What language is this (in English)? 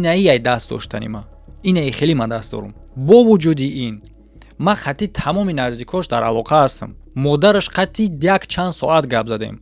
Tajik